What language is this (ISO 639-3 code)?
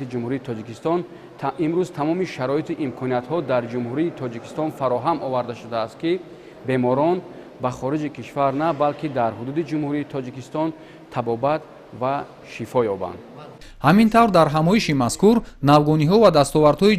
tgk